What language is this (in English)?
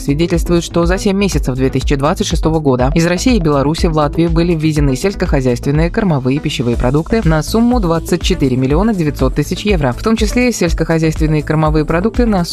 Russian